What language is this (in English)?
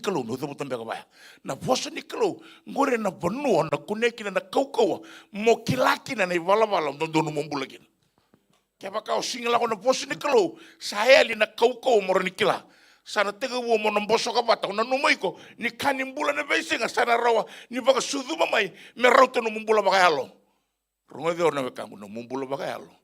Fijian